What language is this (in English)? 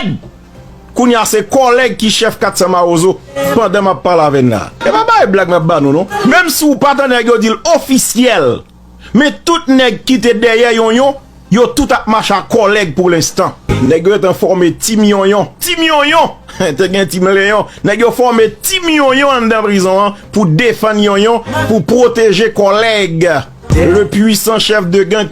Haitian Creole